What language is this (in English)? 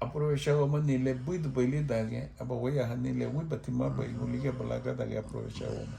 Garifuna